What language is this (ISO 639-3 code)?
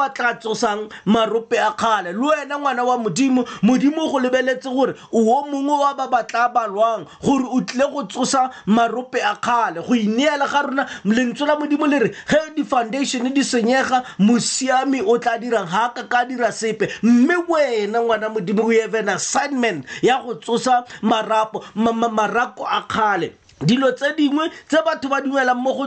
tsn